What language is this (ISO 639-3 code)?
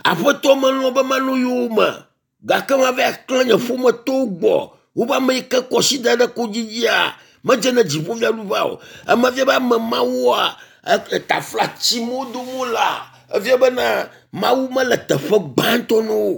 ewe